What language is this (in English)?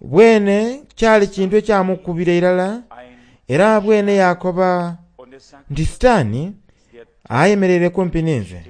Soga